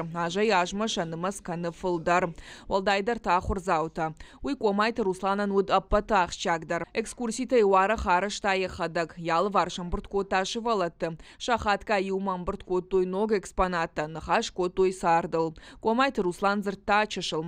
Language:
Ossetic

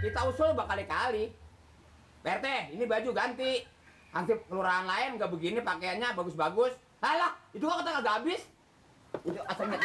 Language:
Betawi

